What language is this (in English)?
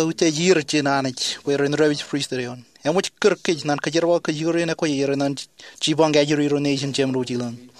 Marshallese